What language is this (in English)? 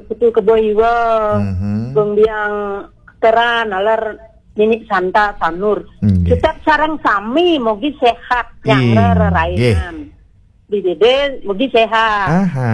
Balinese